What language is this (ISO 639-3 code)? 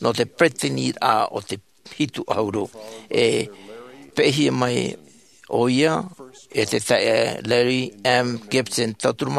tah